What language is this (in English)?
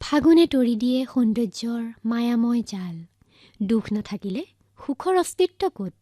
Assamese